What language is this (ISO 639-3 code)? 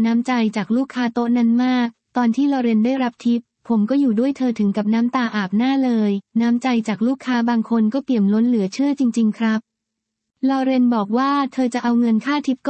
tha